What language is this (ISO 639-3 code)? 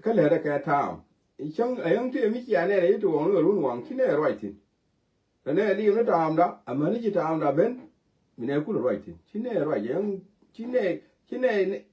nus